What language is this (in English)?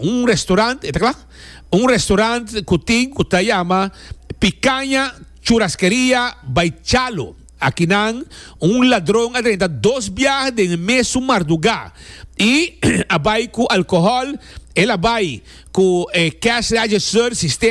Papiamento